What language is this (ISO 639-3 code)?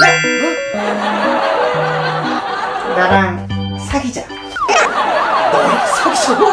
kor